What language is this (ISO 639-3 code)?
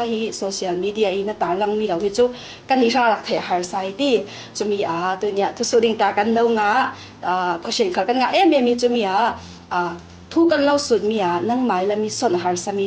cfm